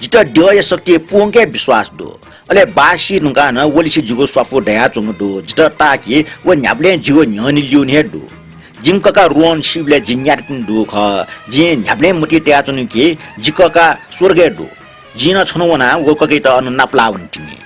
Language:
Newari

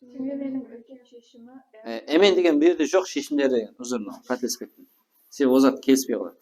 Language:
Kara-Kalpak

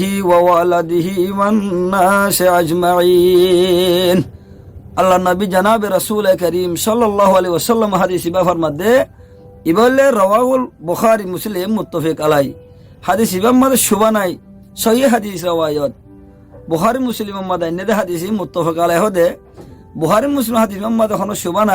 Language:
Rohingya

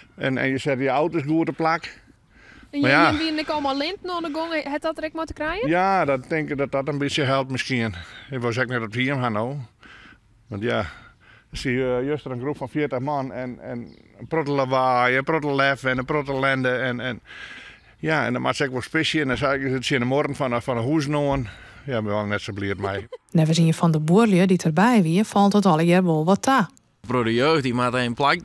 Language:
Western Frisian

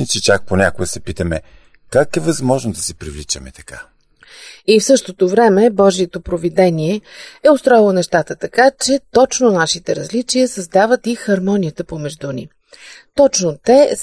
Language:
Bulgarian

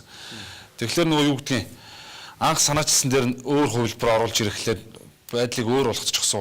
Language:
Mongolian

